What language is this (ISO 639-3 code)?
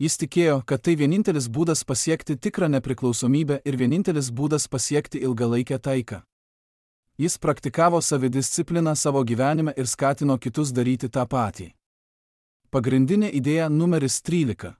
lit